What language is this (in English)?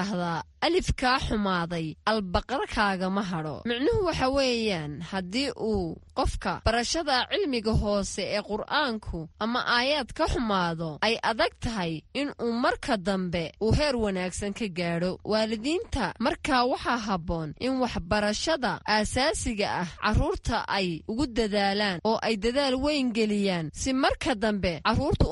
Somali